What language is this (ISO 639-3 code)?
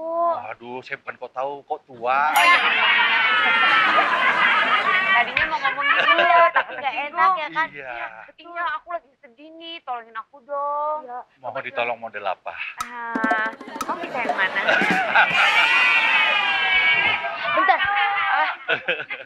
ind